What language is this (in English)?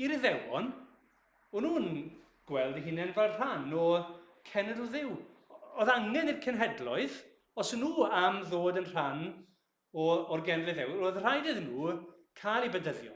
Welsh